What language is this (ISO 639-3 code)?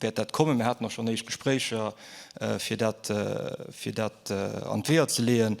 ltz